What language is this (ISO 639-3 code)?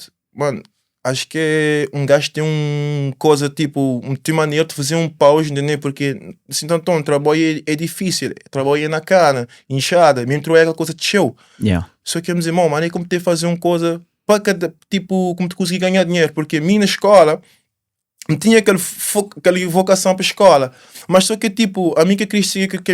kea